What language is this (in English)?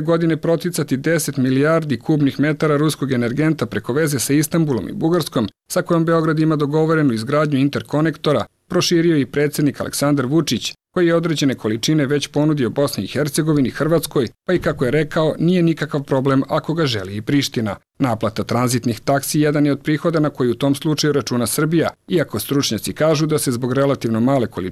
Bosnian